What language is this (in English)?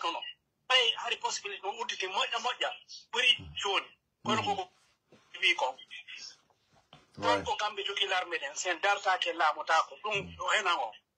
Pular